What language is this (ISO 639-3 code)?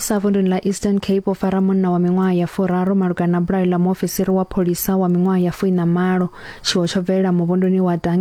ven